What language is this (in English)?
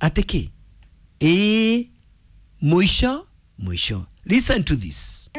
Kikuyu